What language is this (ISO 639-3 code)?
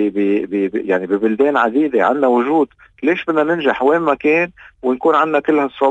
apc